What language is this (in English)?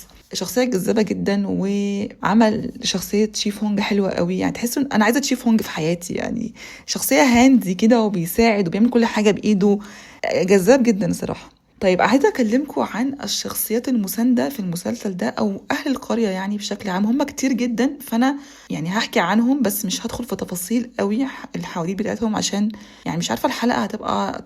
Egyptian Arabic